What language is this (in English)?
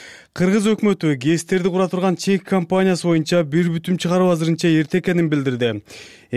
Kyrgyz